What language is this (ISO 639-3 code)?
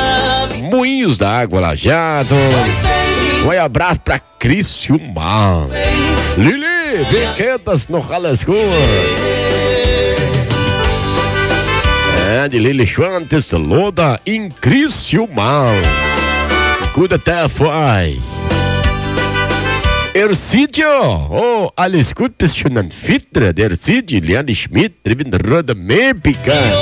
por